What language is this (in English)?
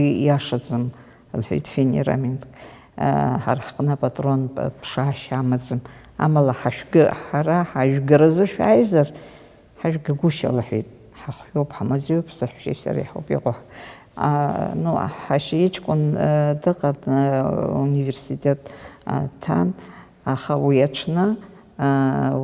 Abkhazian